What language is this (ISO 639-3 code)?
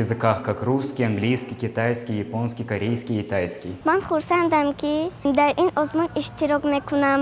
tgk